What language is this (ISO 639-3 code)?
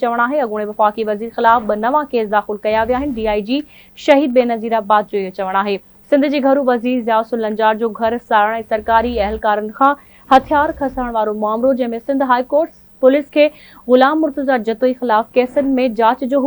snd